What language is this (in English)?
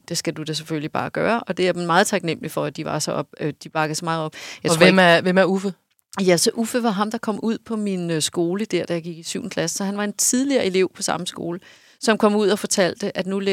Danish